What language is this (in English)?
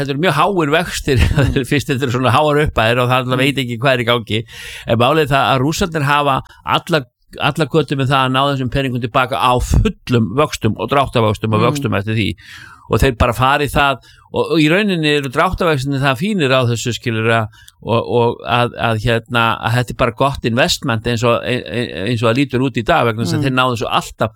Icelandic